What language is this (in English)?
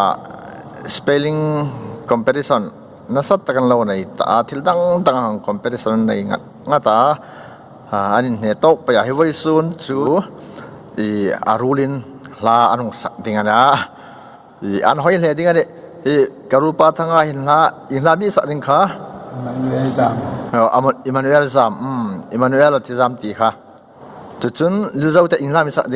Hmar